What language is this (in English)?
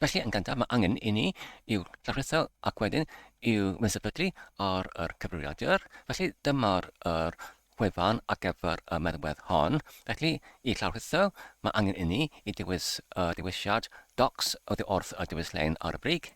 Welsh